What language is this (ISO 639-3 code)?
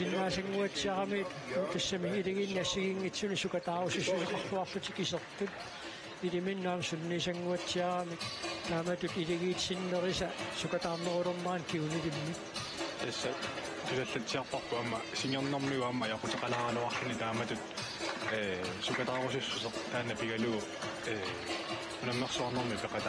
kal